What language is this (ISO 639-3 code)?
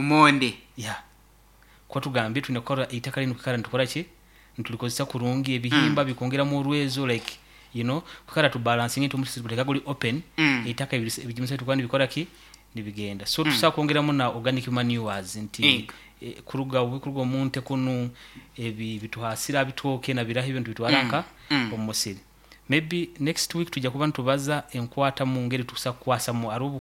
nyo